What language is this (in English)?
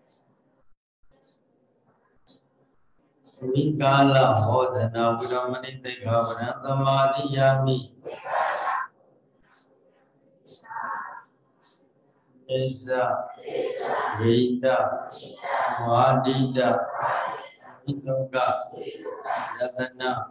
Burmese